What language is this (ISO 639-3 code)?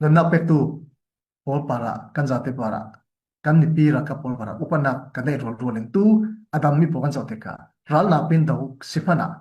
cnh